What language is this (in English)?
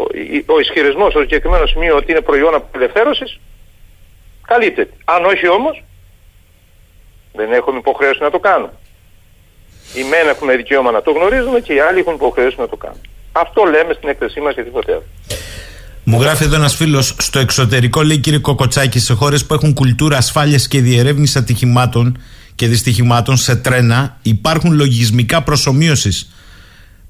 Greek